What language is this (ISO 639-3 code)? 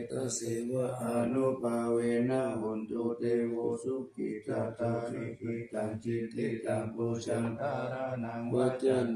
pli